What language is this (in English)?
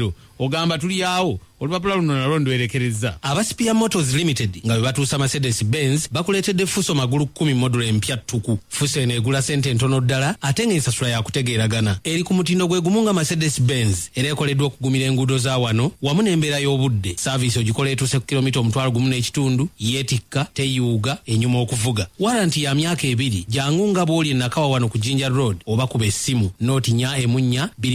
Ganda